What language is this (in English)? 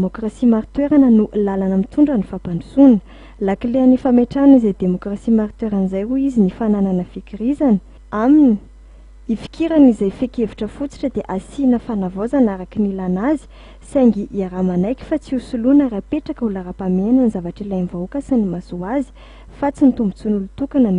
Malagasy